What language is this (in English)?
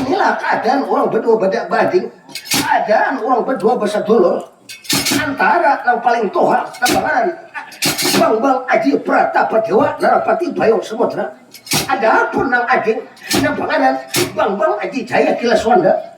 Banjar